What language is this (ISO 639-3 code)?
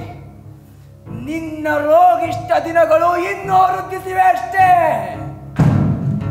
kan